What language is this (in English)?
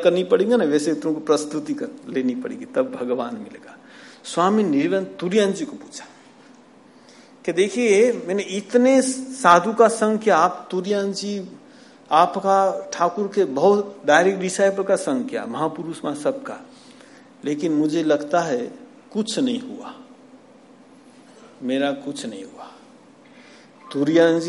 Hindi